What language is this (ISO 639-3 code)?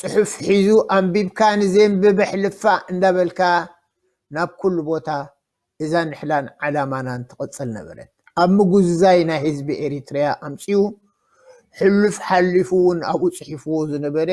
tir